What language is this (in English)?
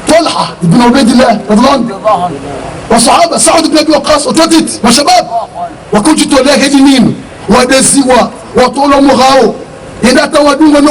Ngazidja Comorian